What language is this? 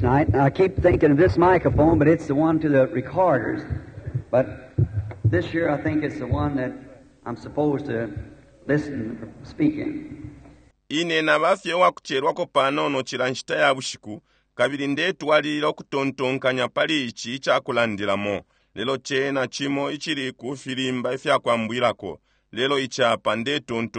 Bemba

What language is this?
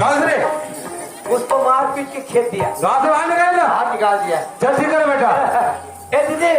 Chhattisgarhi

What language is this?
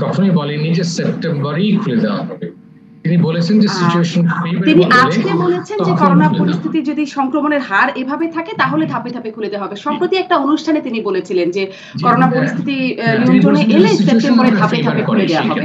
Bangla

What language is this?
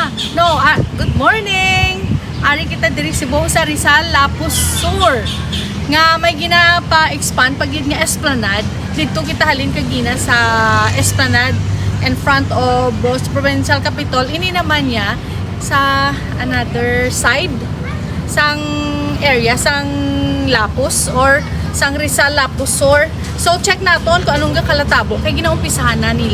Hiligaynon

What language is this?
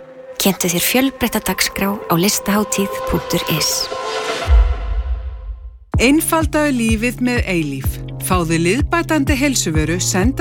Icelandic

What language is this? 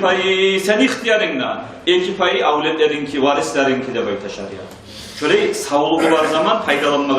Kumyk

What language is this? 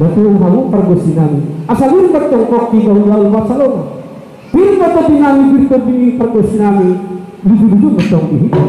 Batak Toba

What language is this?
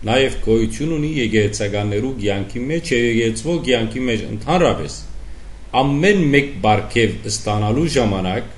Western Armenian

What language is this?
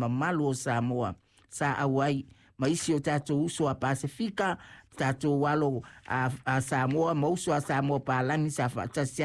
Samoan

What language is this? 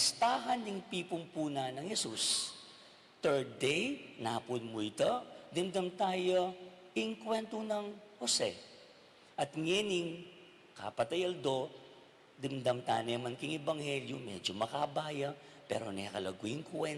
Pampanga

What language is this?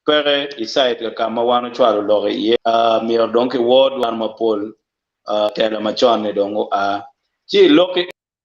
Acoli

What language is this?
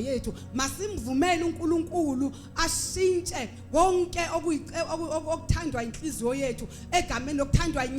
Zulu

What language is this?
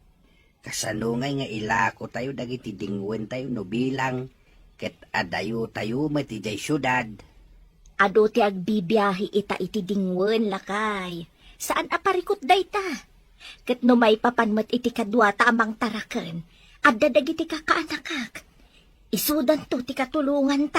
Iloko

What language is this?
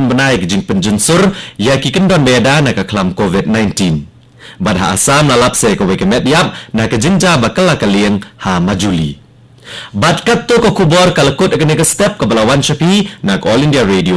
Khasi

